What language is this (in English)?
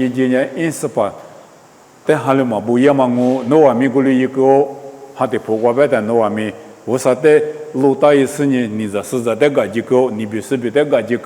Lisu